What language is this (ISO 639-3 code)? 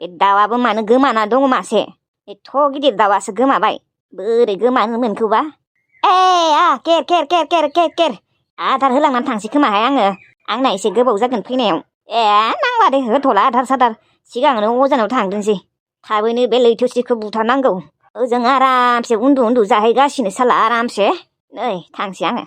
brx